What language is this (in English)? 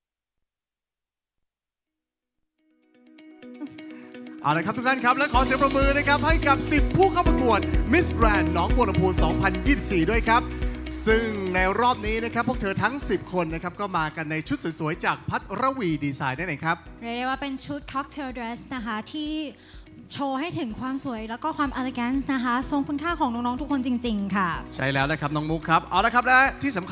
Thai